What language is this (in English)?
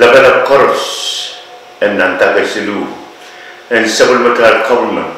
Pohnpeian